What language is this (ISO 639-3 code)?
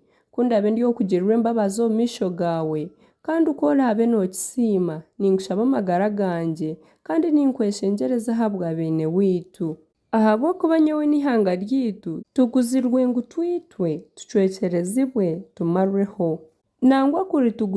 nyn